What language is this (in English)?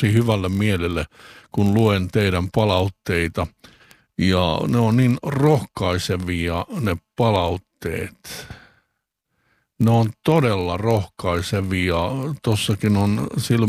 Finnish